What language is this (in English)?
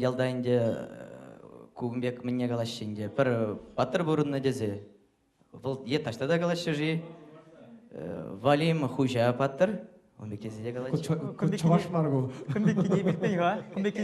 Chuvash